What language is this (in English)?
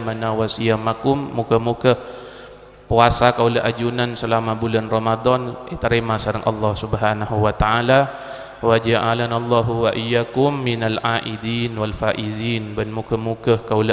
Madurese